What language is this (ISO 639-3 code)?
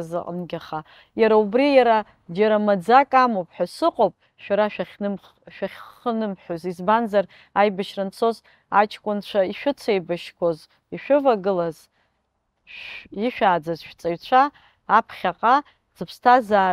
abk